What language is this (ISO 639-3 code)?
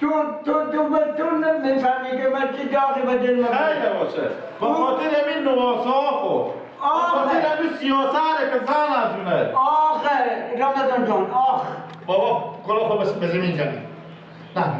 fas